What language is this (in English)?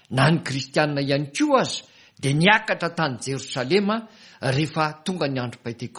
Malagasy